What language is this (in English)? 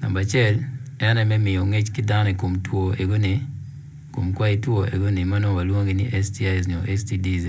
Acoli